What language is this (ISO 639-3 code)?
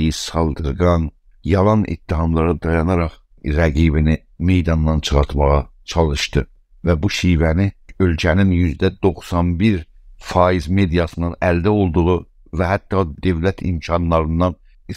azb